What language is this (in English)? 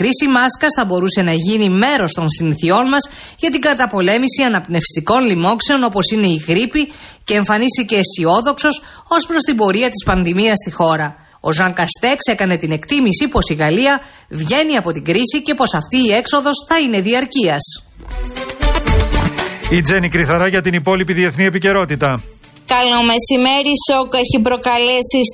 Greek